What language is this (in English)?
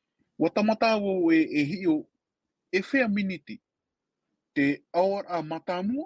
Tahitian